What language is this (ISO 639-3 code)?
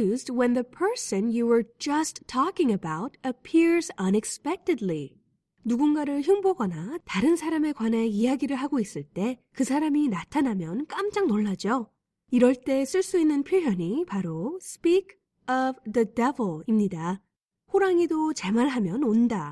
kor